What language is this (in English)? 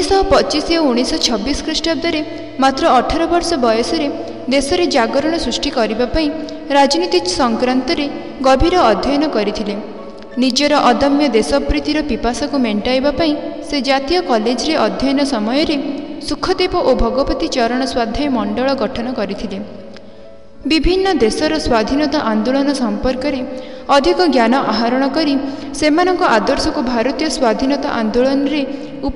Odia